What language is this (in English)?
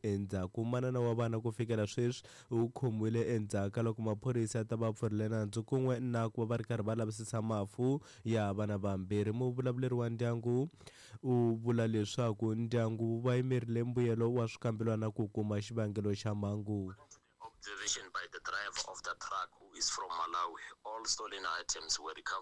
Tsonga